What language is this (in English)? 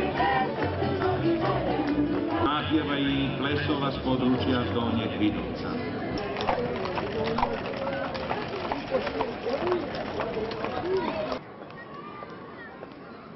Croatian